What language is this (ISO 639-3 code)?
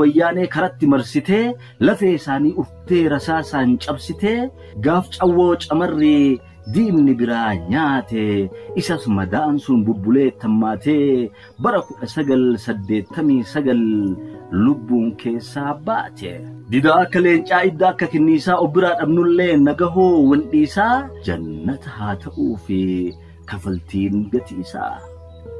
orm